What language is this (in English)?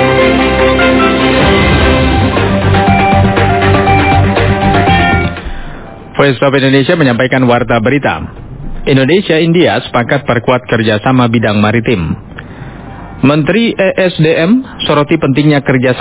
Indonesian